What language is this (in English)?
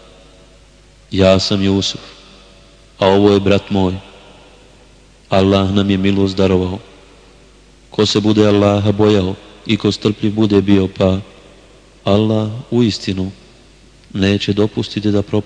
Bosnian